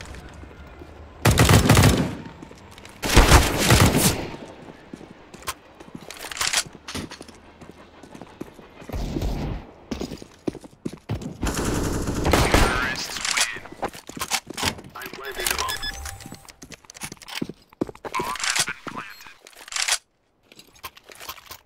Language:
English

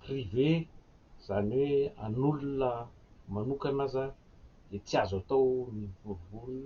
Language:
Malagasy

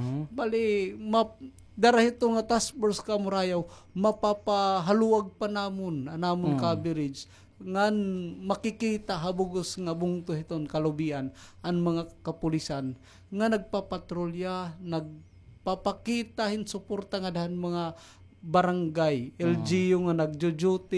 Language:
Waray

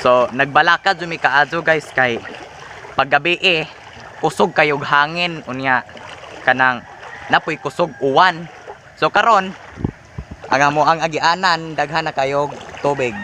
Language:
Cebuano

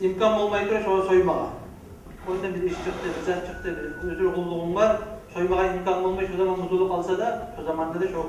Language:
Kumyk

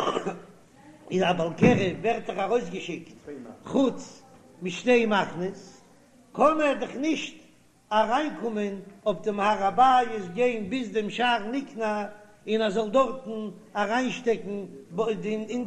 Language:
Yiddish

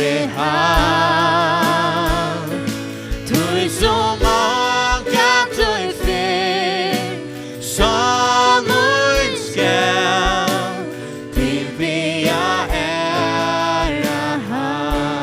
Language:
Faroese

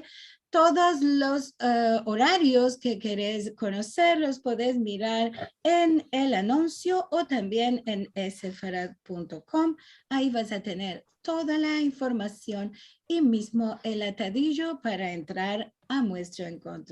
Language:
Ladino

